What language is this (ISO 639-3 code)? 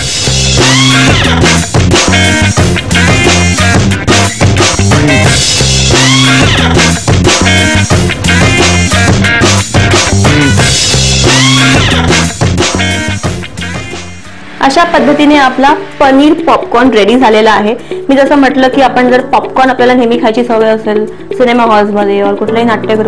mar